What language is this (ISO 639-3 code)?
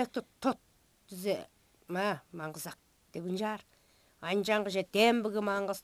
tyv